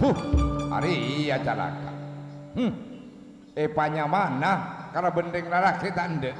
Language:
Madurese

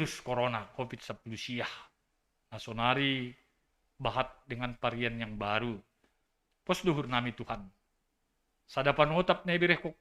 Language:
Batak Simalungun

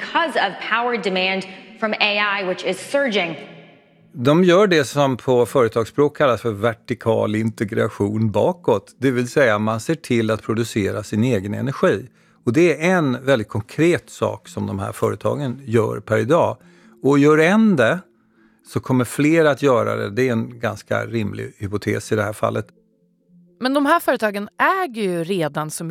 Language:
Swedish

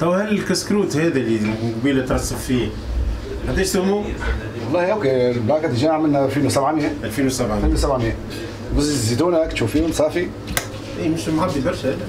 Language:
Tunisian Arabic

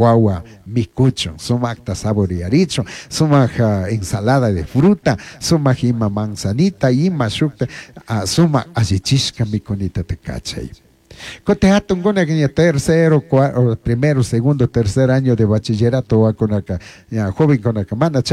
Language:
Chimborazo Highland Quichua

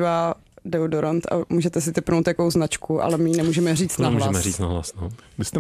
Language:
Czech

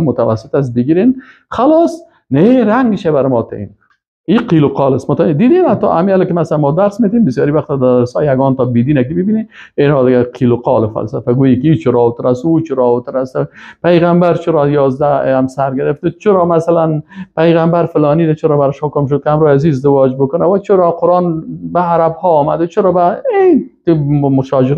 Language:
Persian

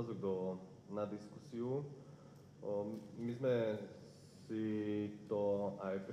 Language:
Slovak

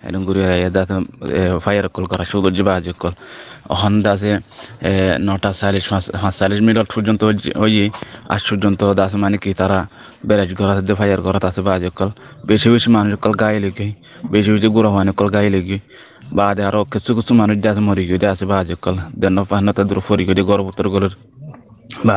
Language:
Rohingya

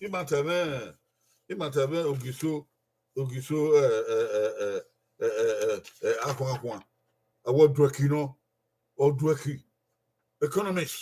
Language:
Bini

